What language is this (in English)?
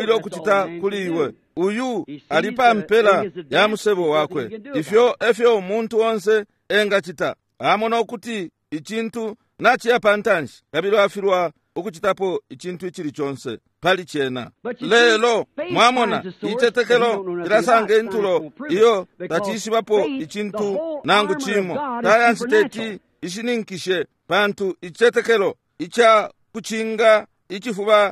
Bemba